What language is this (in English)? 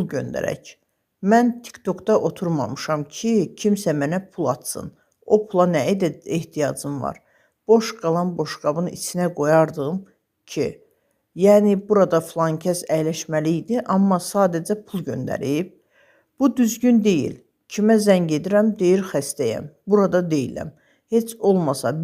Azerbaijani